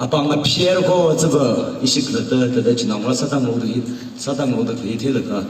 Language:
Tangkhul Naga (India)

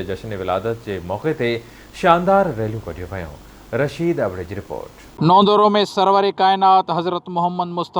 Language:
Sindhi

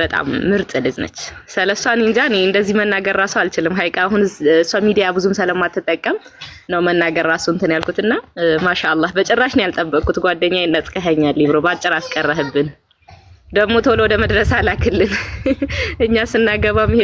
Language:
Amharic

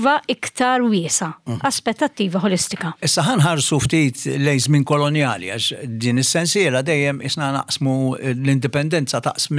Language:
Maltese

